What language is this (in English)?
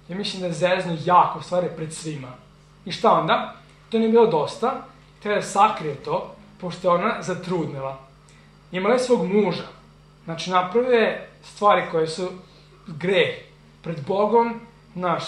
Serbian